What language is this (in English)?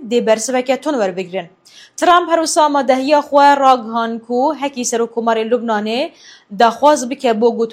Kurdish